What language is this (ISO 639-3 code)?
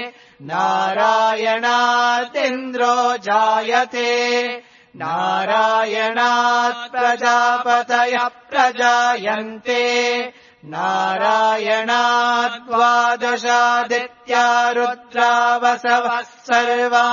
san